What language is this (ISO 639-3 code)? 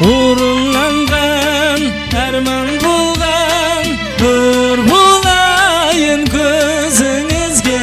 kaa